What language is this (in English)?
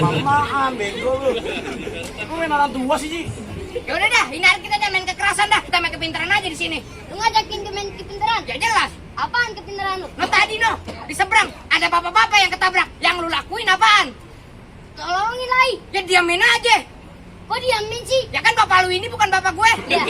Betawi